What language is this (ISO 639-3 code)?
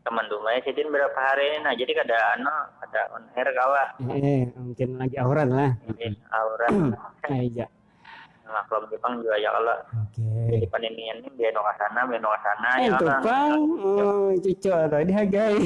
bjn